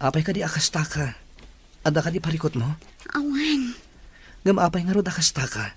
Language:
Iloko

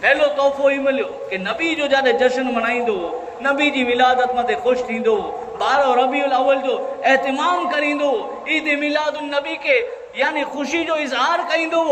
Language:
Kachhi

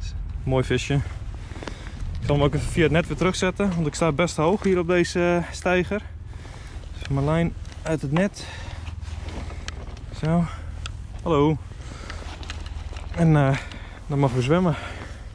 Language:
Dutch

